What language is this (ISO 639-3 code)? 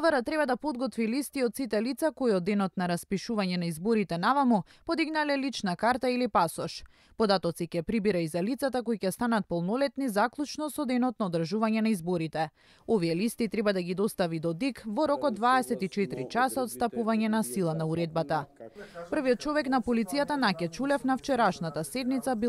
mkd